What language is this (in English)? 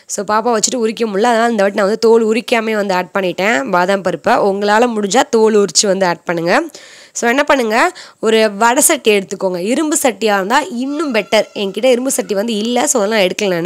Tamil